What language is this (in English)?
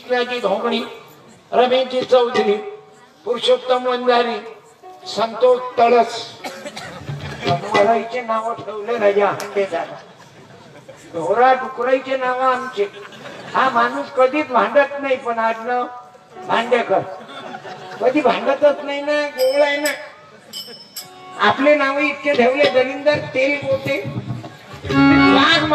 Marathi